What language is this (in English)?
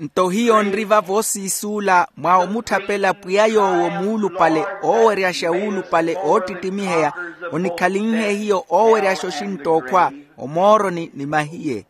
Makhuwa